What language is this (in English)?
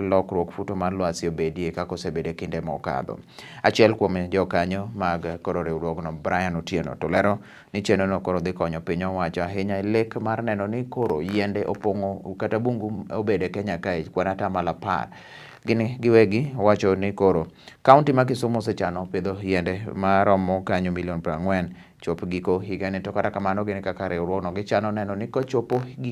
Luo (Kenya and Tanzania)